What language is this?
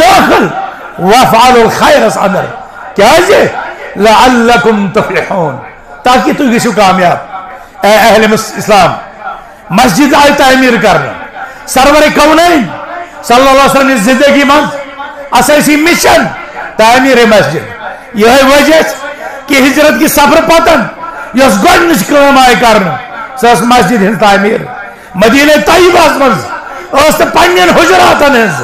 Kashmiri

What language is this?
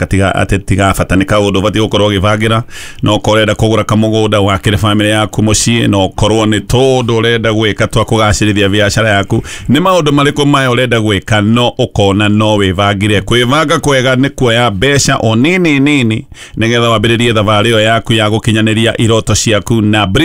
Kikuyu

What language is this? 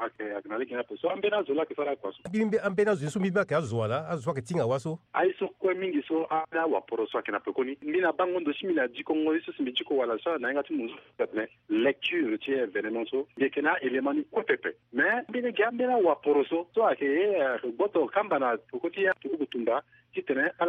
Sango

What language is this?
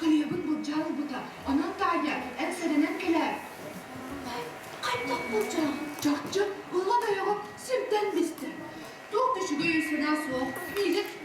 Yakut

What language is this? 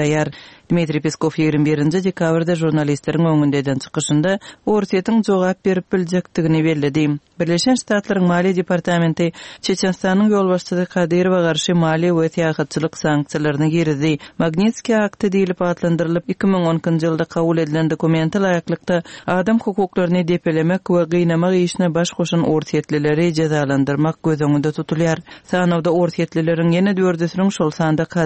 Kyrgyz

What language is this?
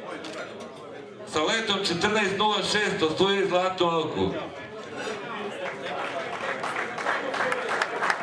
Serbian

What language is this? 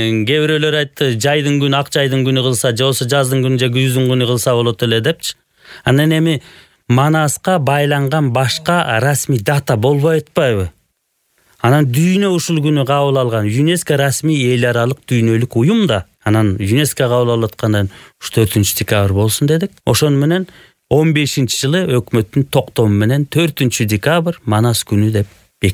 Kyrgyz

